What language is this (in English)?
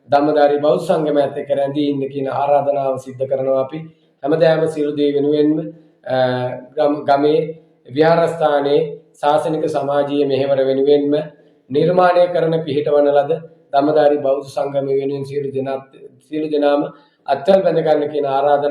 Sinhala